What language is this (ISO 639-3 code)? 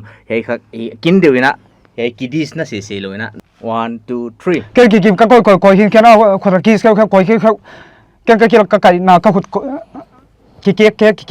pck